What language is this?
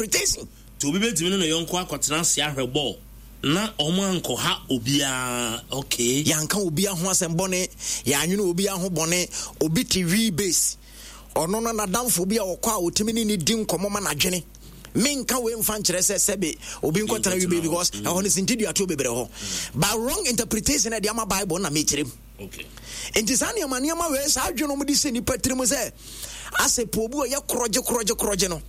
Akan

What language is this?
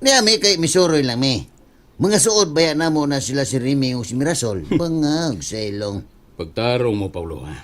Cebuano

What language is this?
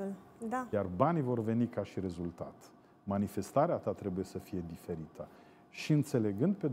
Romanian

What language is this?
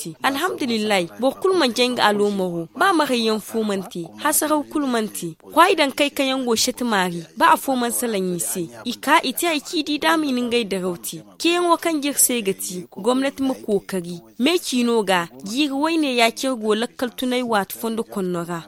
Zarma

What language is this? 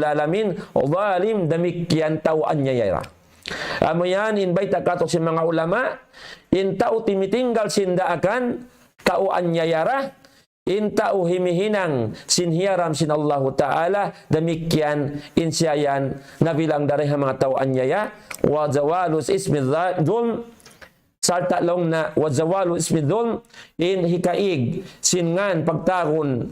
Tausug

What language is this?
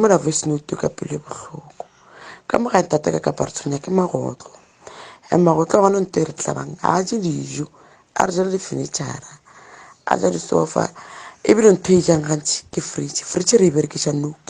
Northern Sotho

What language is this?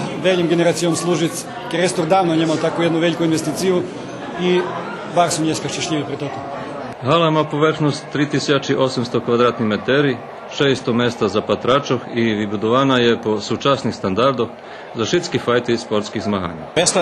Rusyn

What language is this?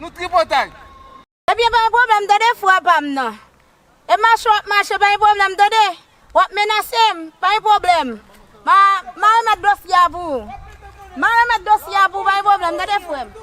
Haitian Creole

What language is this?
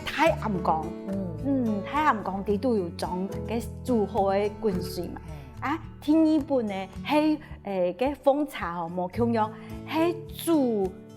Hakka Chinese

